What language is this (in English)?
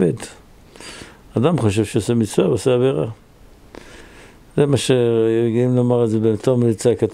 Hebrew